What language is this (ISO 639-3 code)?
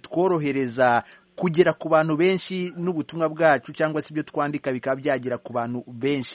kin